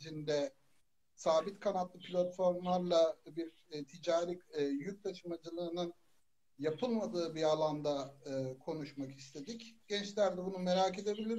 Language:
Turkish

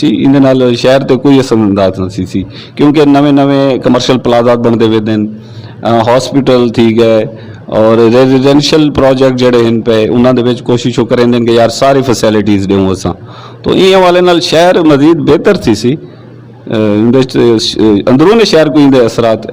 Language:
Saraiki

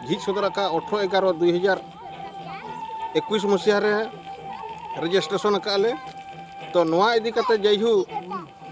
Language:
Santali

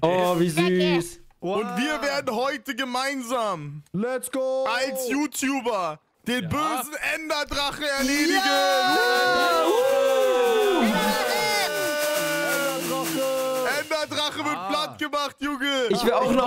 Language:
German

